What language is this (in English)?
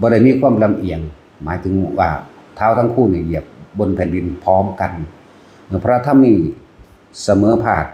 Northeastern Thai